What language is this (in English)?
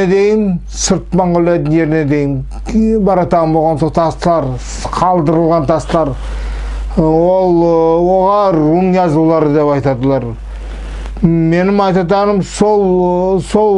Nogai